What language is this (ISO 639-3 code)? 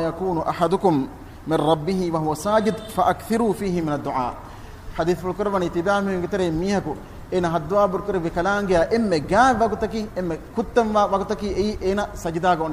div